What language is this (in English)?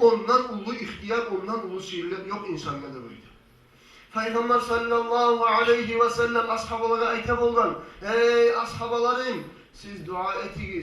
Kumyk